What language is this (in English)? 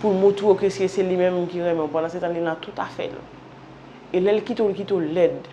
Haitian Creole